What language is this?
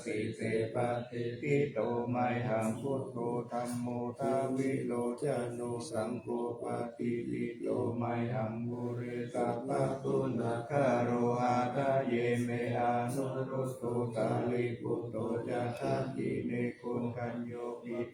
Pali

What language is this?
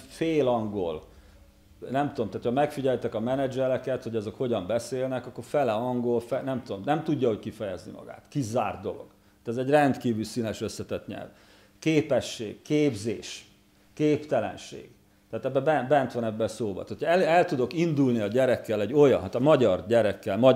Hungarian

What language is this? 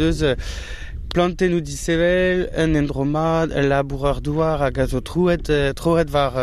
Breton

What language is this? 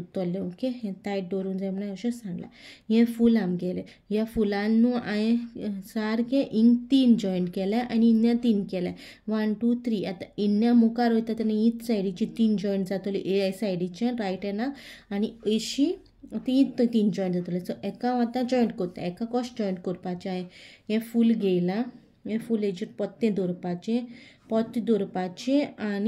Konkani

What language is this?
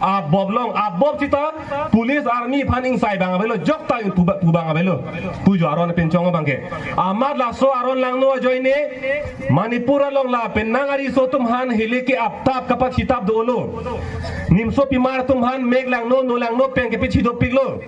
Karbi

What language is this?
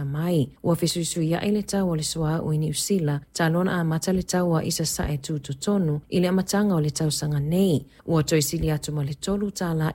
Samoan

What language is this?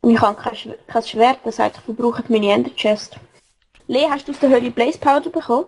Swiss German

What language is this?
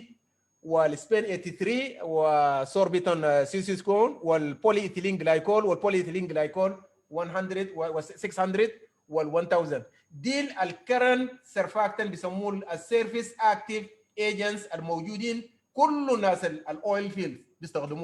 Sudanese Arabic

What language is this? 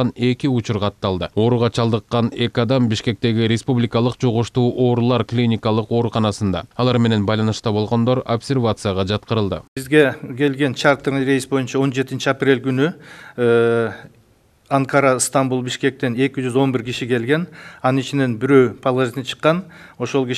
Kyrgyz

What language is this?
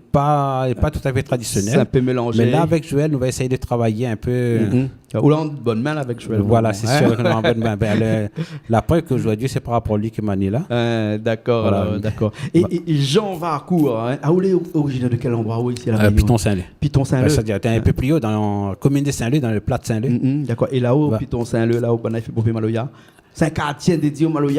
Réunion Creole French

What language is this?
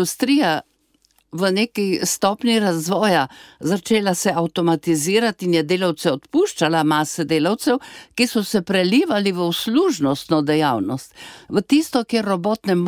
Slovenian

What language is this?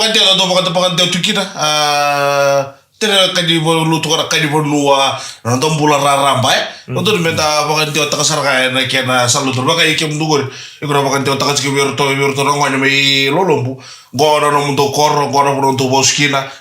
Fijian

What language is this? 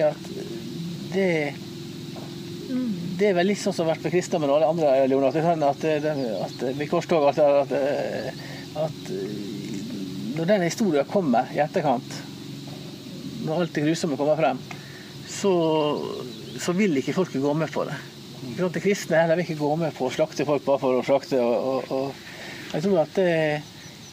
Norwegian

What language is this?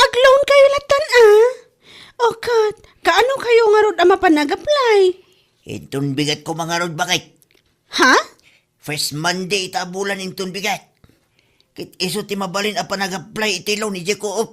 Iloko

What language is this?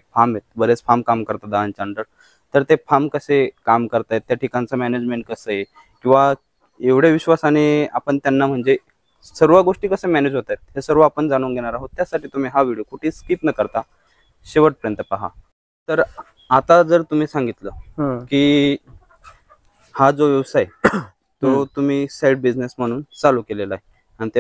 Marathi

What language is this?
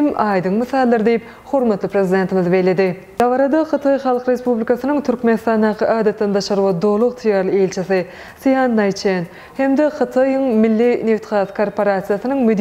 Turkmen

